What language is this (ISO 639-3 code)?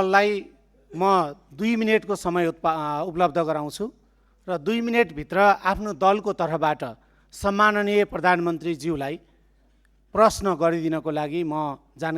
nep